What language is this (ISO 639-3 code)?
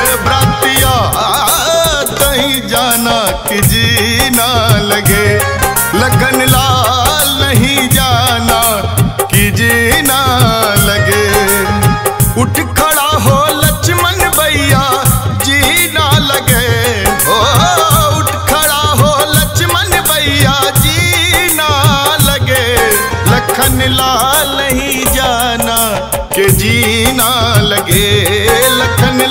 bho